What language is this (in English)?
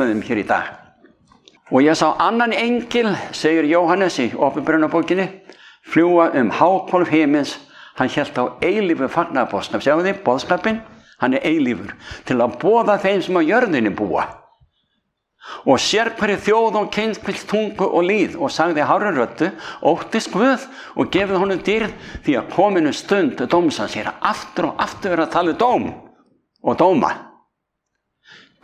Icelandic